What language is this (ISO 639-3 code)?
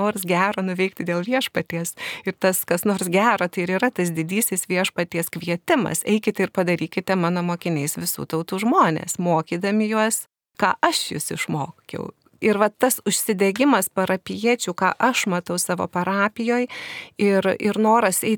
lit